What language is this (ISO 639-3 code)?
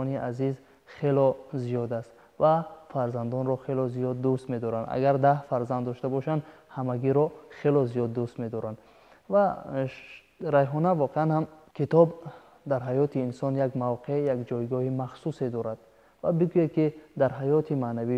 tgk